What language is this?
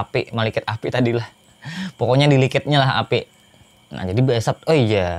Banjar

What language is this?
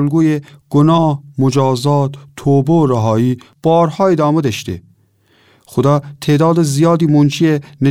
Gilaki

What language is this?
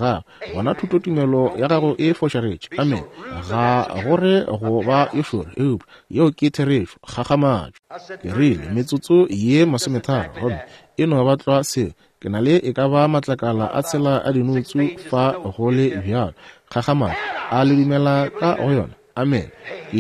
Northern Sotho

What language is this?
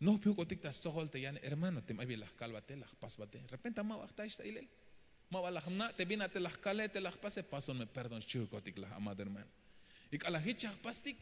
Tzeltal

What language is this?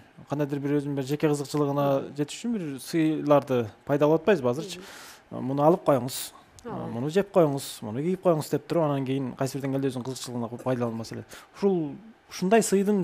Kyrgyz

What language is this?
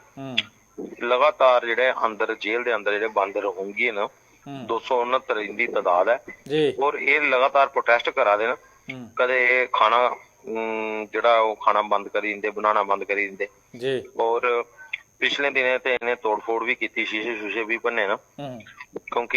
Dogri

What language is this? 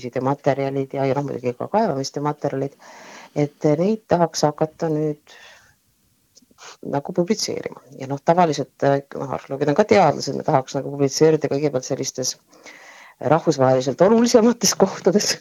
Estonian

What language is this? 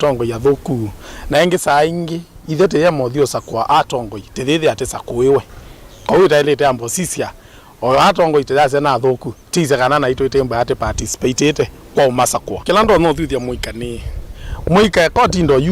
Kamba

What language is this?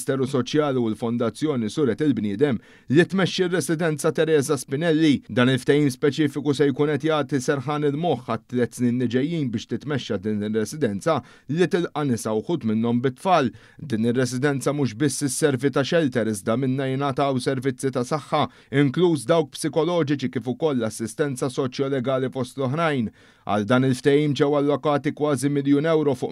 Maltese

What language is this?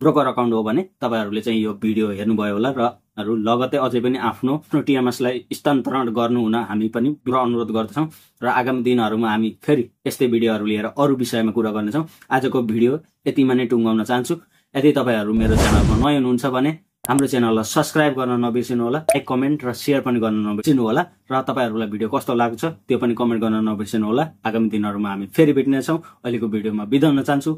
Nepali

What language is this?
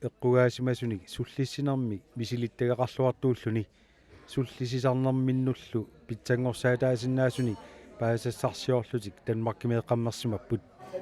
Kalaallisut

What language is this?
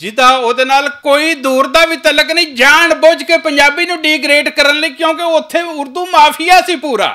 Western Panjabi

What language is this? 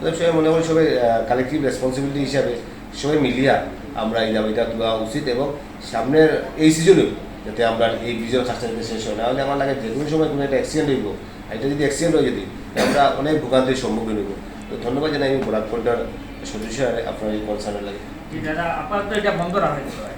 Sylheti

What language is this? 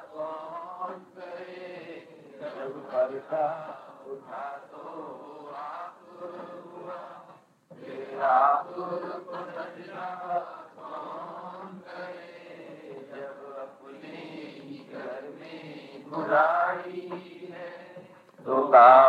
Hindi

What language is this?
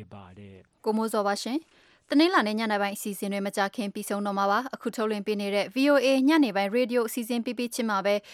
Burmese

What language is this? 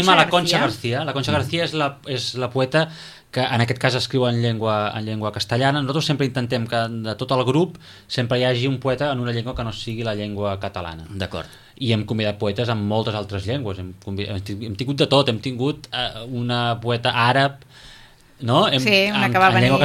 Catalan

